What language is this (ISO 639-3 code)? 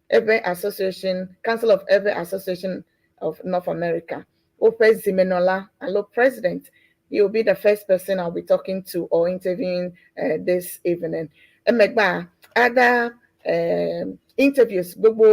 ewe